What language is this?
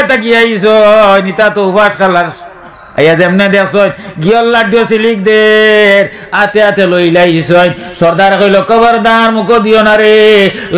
Sylheti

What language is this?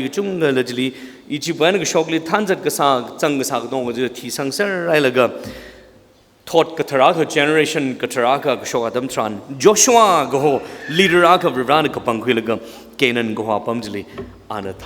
Tangkhul Naga (India)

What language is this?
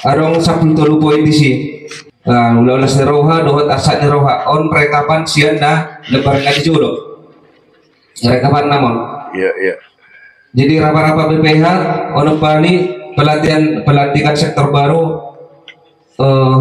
Batak Toba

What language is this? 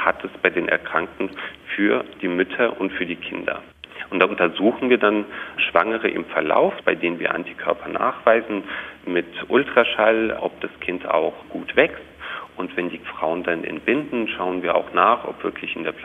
German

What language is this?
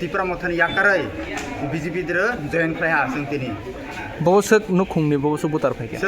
Kok Borok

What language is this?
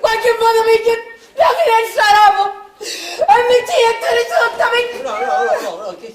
Sicilian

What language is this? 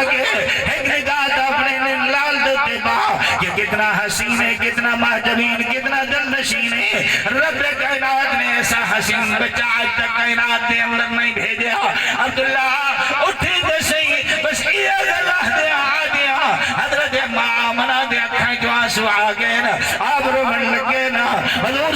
Saraiki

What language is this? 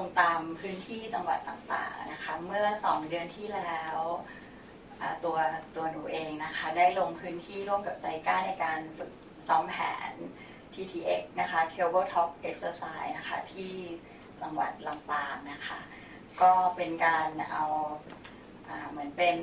Thai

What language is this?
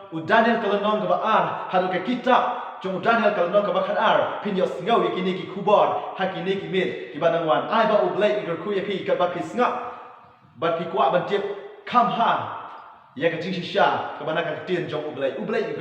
Khasi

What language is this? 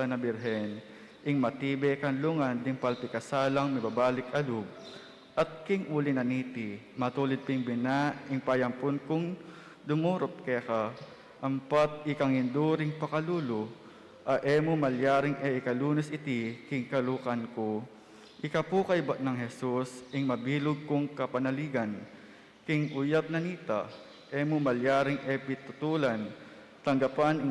Pampanga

